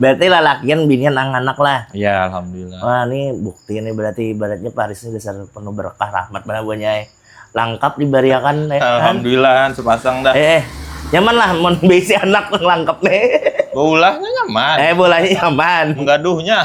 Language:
Banjar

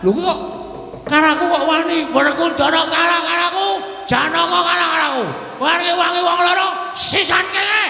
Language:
Javanese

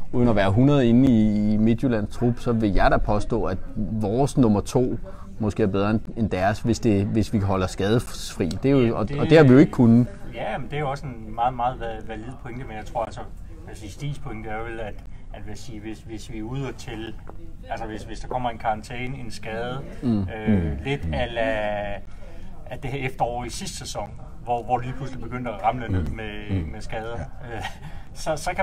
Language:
Danish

